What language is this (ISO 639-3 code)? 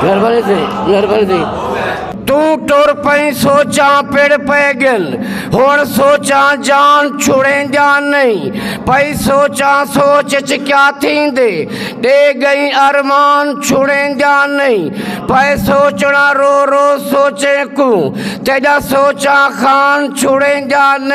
skr